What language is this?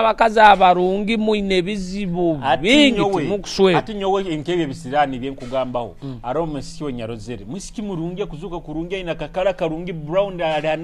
Nyoro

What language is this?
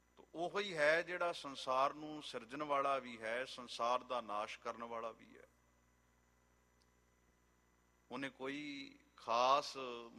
Punjabi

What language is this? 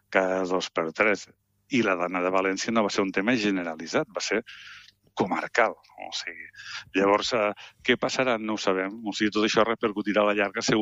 Catalan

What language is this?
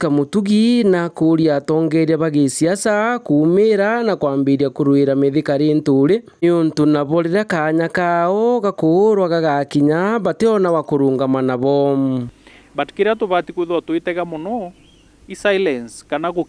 Meru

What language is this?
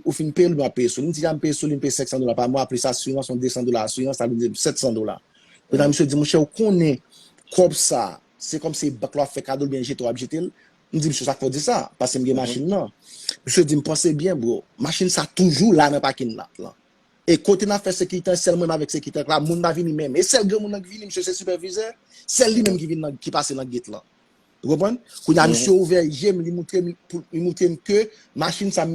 Haitian Creole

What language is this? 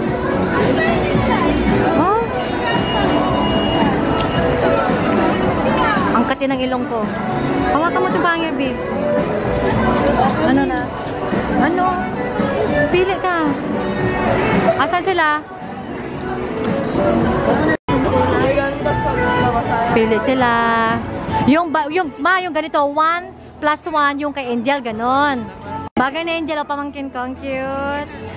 Filipino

